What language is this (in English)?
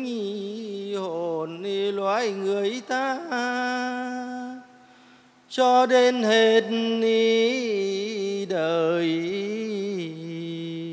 Vietnamese